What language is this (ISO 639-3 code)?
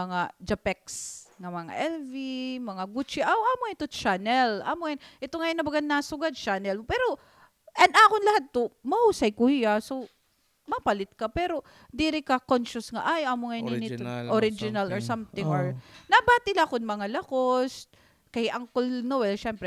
war